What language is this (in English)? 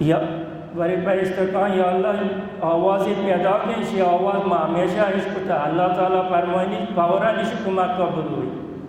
Baluchi